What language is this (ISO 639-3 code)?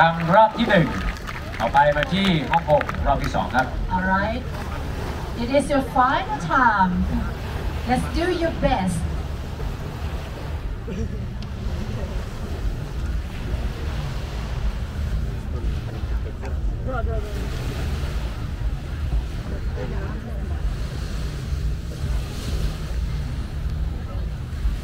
tha